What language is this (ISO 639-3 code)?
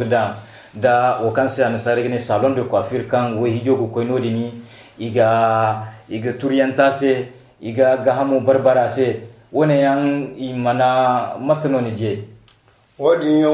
dje